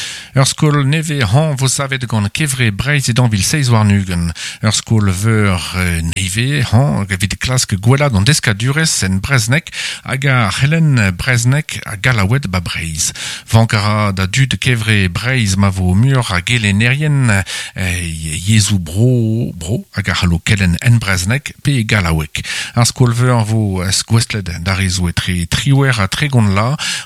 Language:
Breton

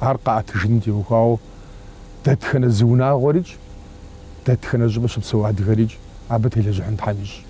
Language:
Kabardian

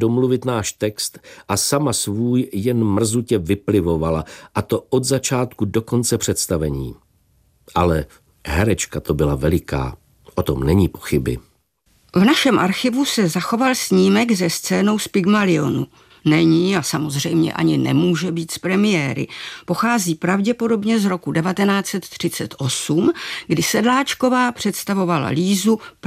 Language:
Czech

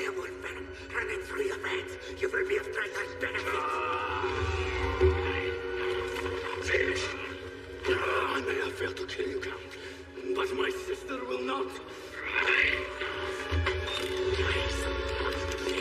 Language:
English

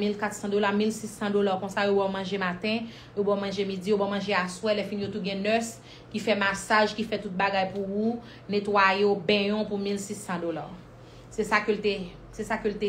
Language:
Haitian Creole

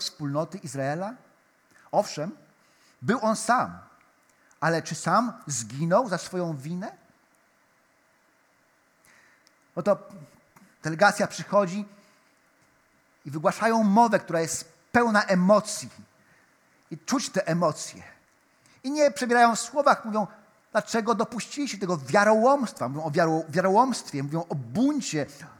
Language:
Polish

